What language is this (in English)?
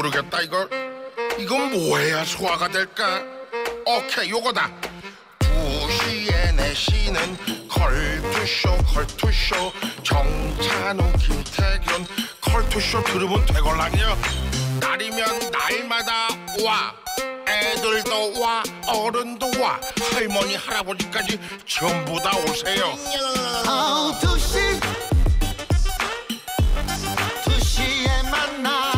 Korean